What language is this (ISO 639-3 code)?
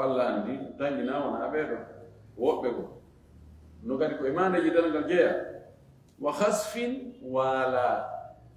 ful